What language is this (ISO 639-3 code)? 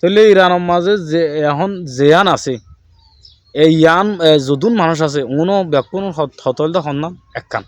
rhg